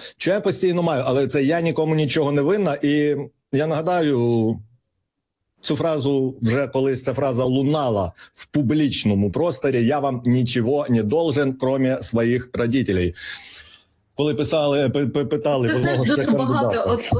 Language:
Ukrainian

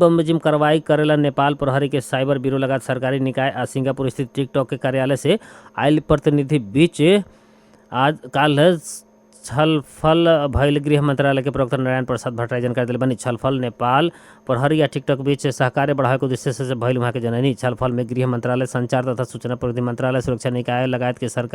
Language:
Bhojpuri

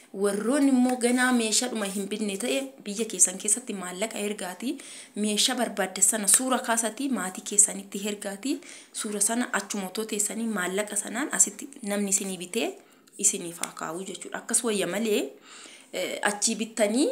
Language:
Oromo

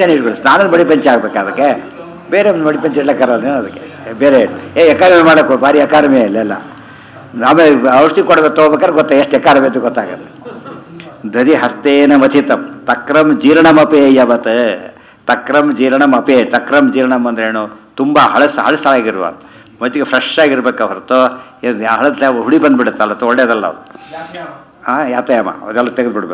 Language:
Kannada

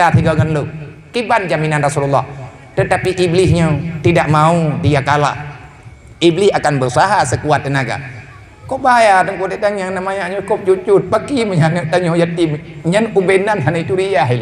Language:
Achinese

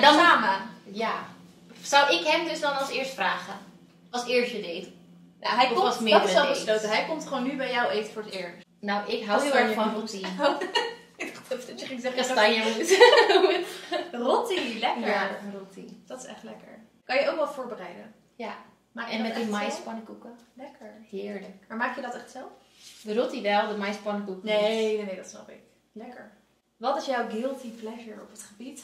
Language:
Dutch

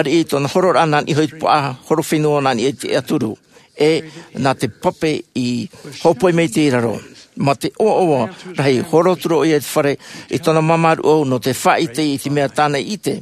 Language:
Tahitian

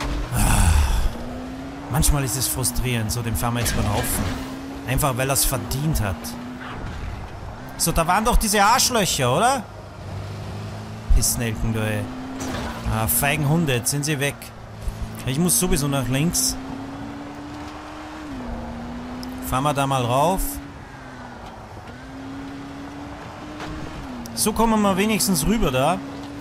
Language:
German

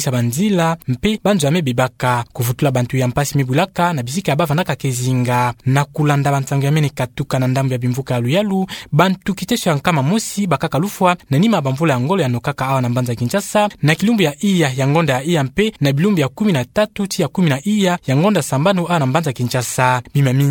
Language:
Kituba (Democratic Republic of Congo)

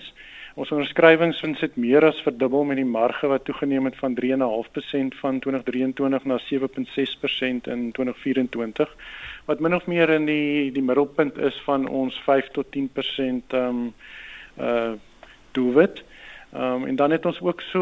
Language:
Afrikaans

